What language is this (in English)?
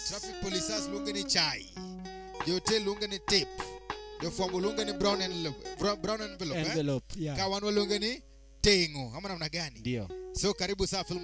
Luo (Kenya and Tanzania)